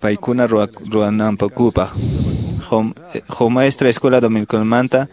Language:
Quechua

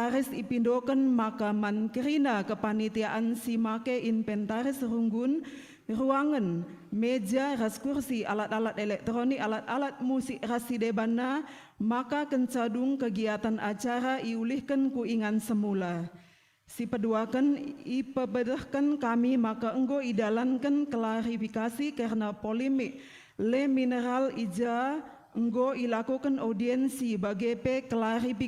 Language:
Batak Karo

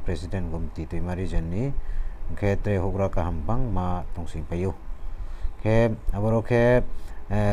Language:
Riang (India)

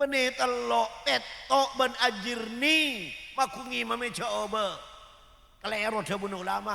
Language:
Madurese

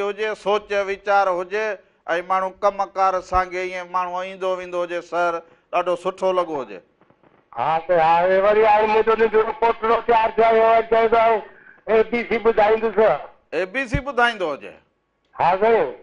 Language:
Sindhi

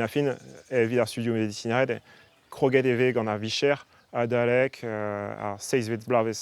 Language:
Breton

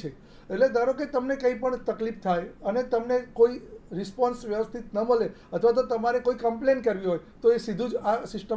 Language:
Gujarati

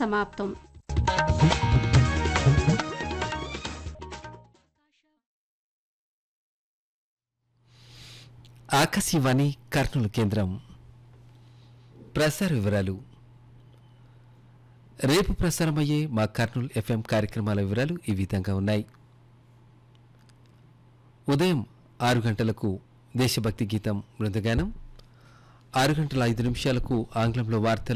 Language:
Telugu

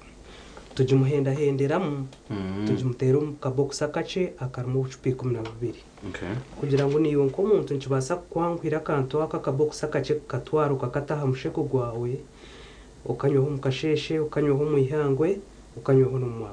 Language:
Nyankole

